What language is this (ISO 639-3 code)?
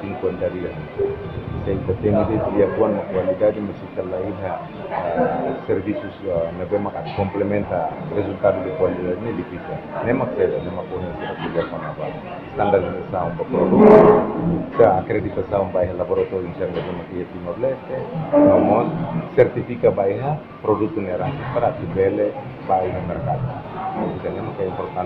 tet